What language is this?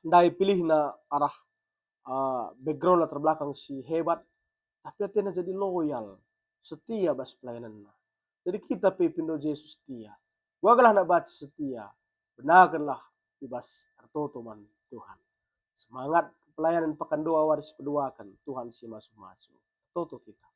Batak Karo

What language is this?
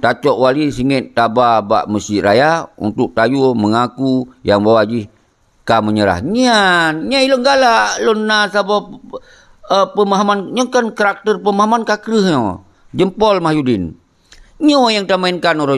Achinese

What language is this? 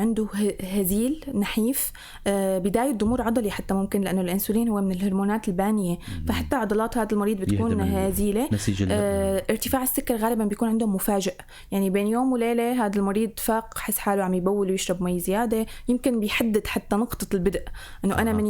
North Levantine Arabic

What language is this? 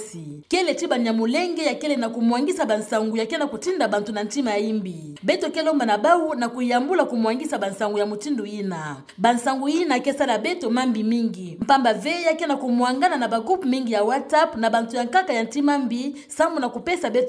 Kituba (Democratic Republic of Congo)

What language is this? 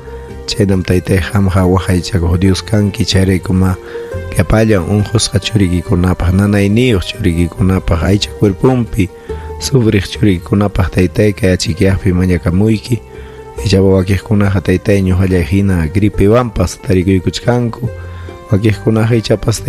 Ayacucho Quechua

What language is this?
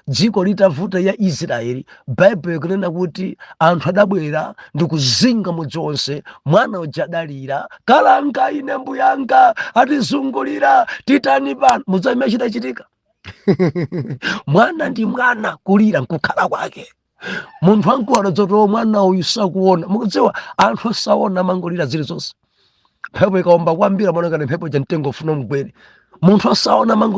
Nyanja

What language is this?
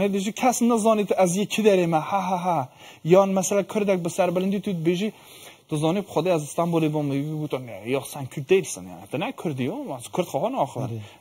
Kurdish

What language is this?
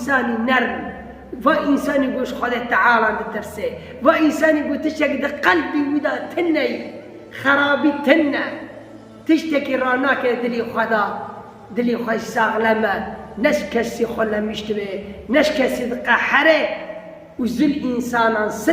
Kurdish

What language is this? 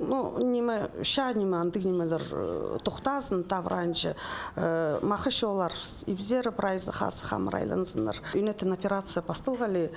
Khakas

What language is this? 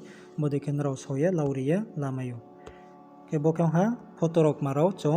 Riang (India)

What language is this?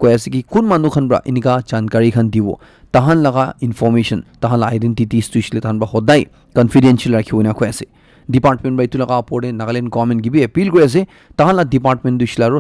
Naga Pidgin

